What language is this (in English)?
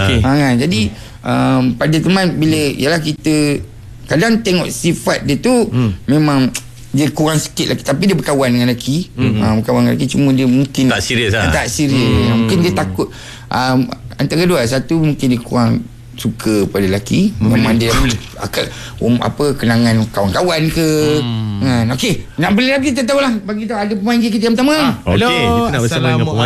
Malay